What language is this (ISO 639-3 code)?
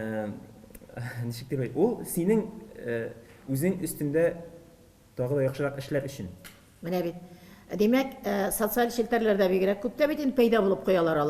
tat